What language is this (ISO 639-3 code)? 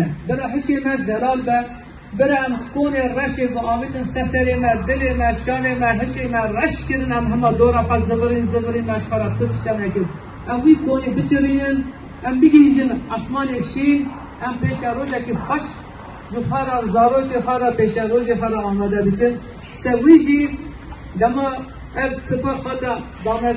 kur